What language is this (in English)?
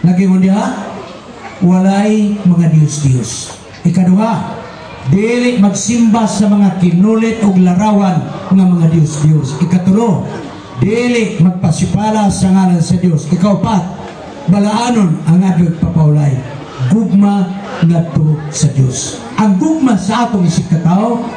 Cebuano